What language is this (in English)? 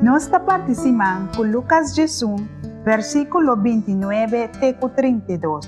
Papiamento